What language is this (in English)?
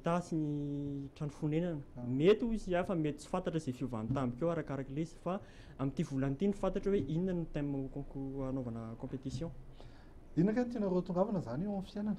Malagasy